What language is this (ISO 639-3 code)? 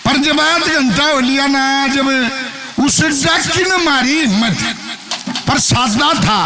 bgc